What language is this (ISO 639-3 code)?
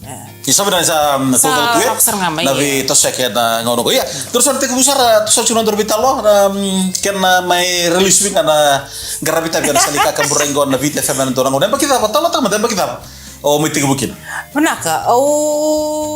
fij